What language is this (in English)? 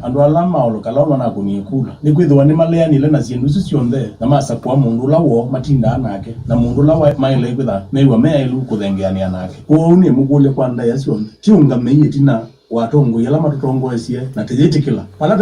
Kamba